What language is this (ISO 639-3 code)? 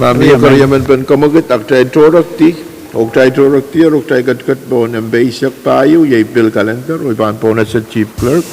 pon